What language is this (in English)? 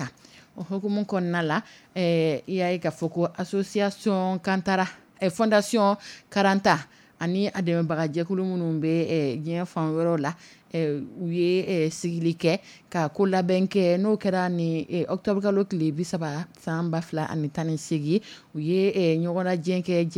Dyula